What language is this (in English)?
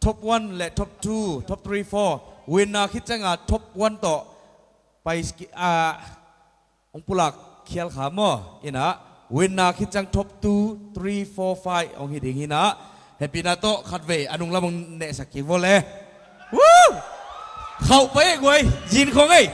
Tedim Chin